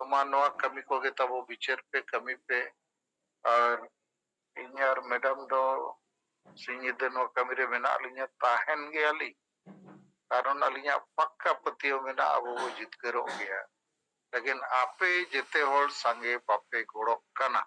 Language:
Santali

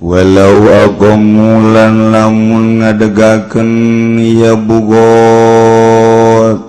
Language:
Sundanese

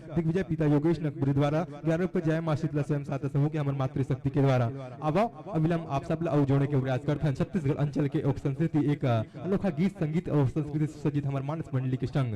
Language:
Chhattisgarhi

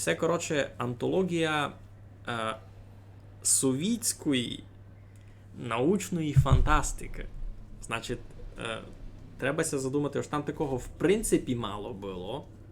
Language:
Rusyn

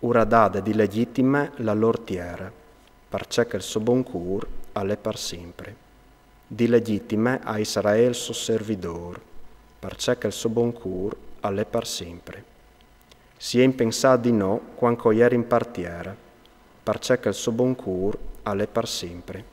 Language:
Friulian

